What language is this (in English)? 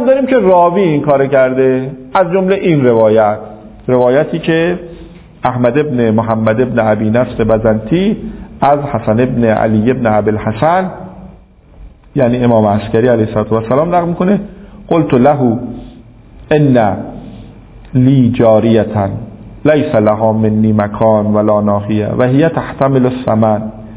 Persian